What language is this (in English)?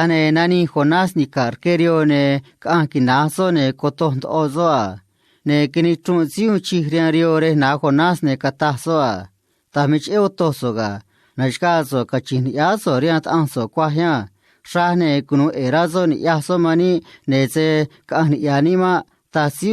Copala Triqui